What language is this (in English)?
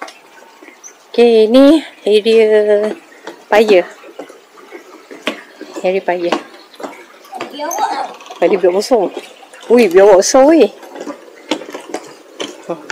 Malay